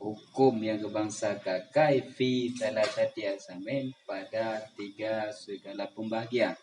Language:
Achinese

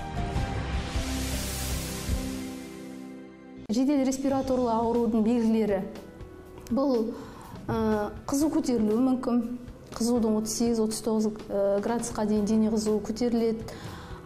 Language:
Kazakh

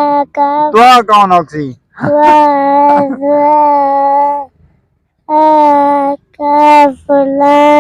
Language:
Saraiki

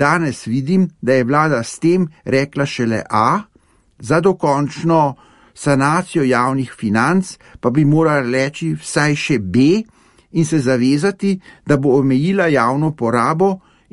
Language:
Slovenian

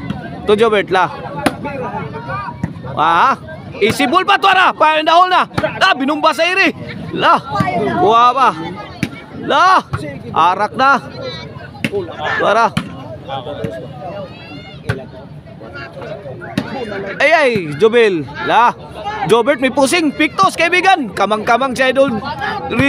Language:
Cebuano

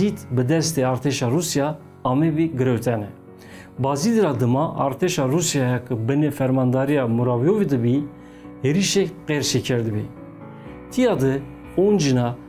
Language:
Zaza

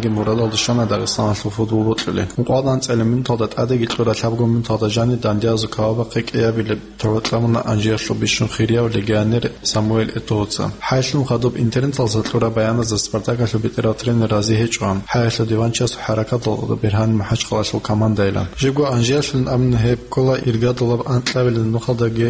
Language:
Avaric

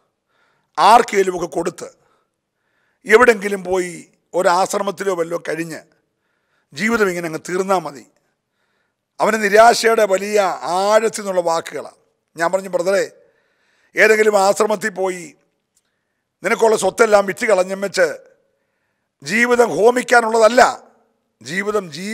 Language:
Malayalam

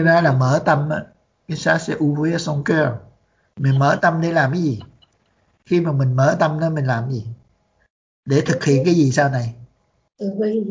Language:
Vietnamese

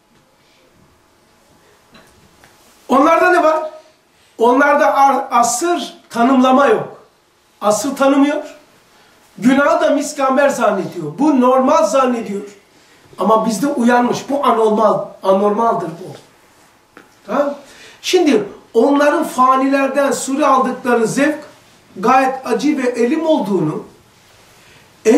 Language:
Turkish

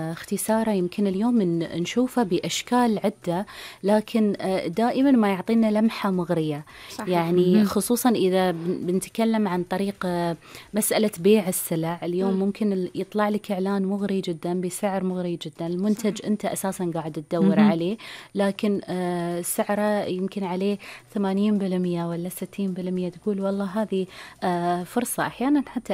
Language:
Gulf Arabic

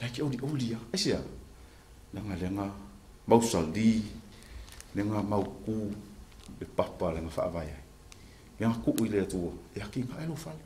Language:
Samoan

